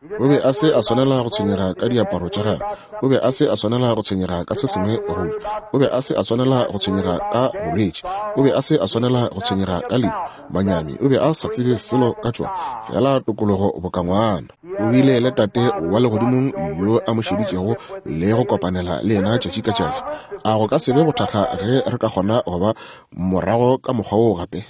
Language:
Northern Sotho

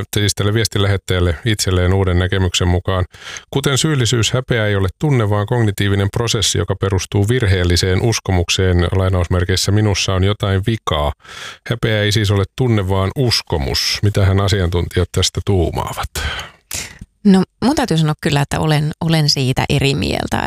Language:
Finnish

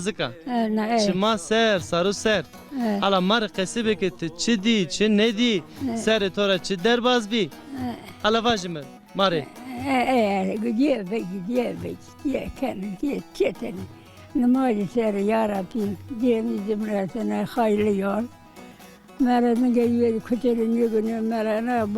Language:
Zaza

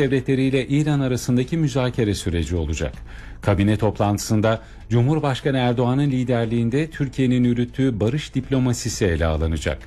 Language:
Turkish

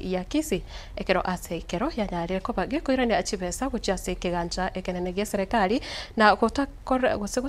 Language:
Gusii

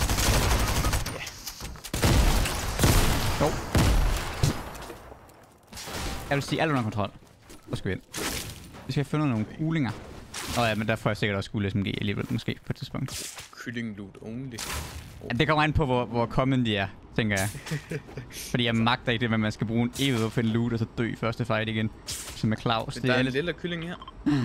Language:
Danish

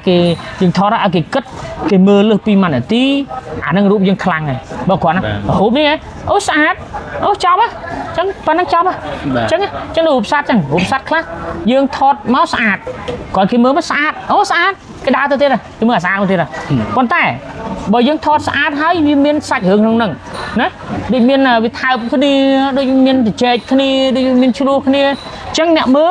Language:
Khmer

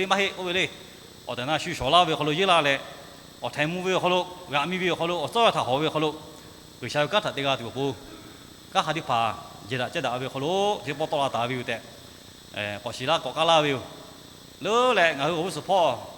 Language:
Lahu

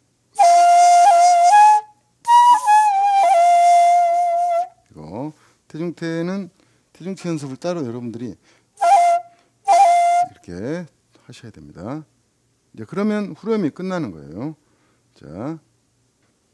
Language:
Korean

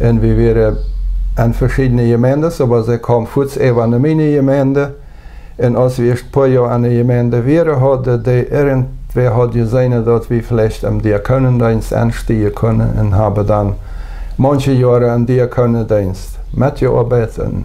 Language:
Plautdietsch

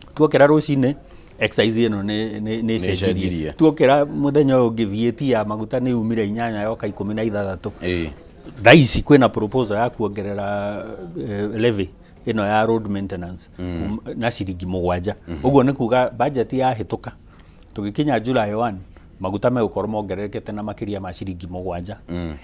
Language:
Kikuyu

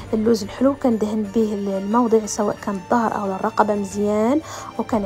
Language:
Moroccan Arabic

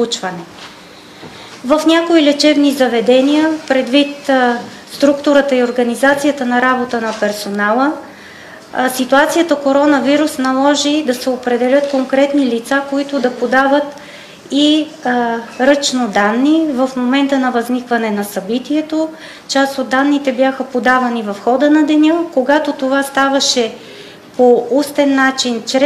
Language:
Bulgarian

